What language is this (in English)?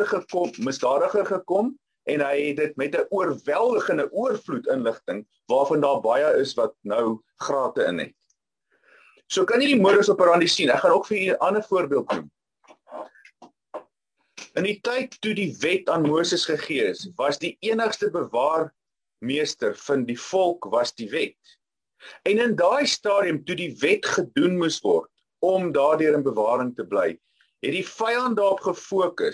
Afrikaans